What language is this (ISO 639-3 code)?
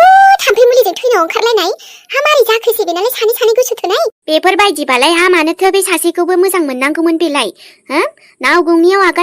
brx